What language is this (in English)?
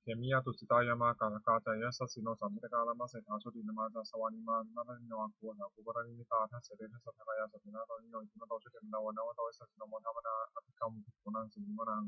Pali